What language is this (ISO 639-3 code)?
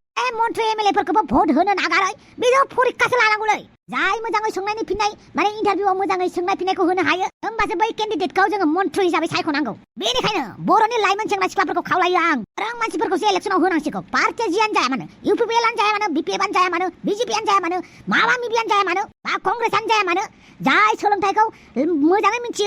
brx